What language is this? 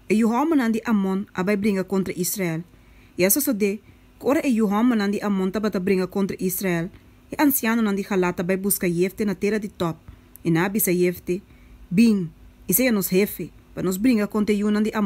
Papiamento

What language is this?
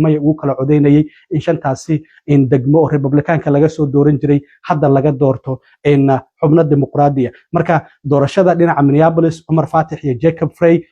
Somali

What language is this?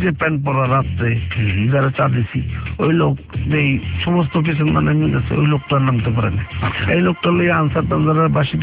Bangla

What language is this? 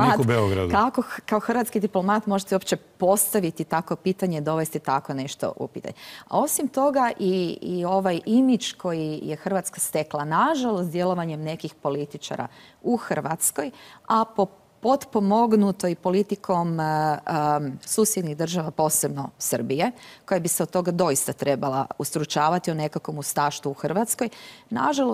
Croatian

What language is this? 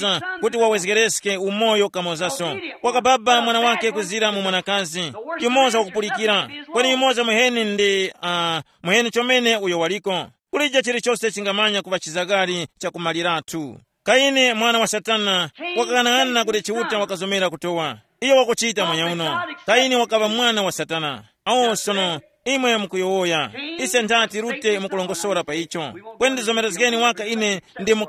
Tumbuka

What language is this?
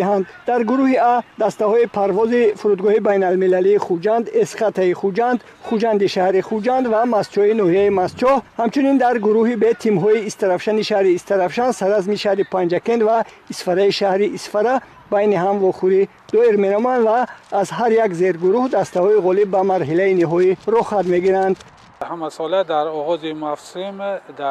Tajik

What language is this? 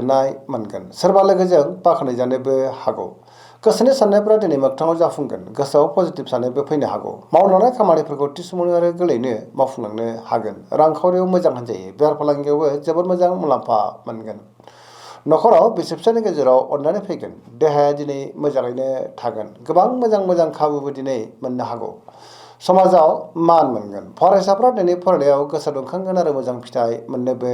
Bodo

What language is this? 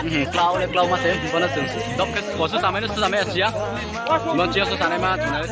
Riang (India)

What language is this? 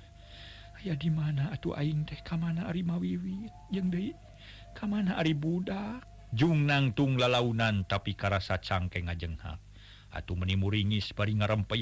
Sundanese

